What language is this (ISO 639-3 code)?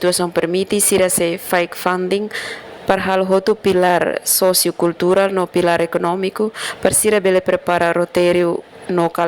tet